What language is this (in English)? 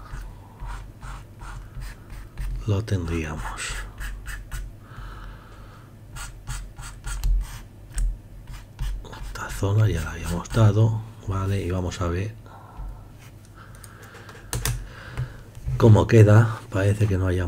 Spanish